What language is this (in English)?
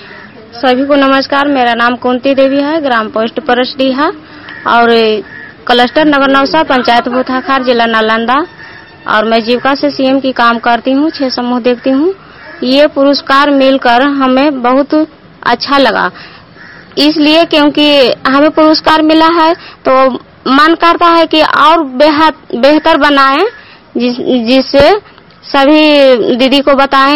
Hindi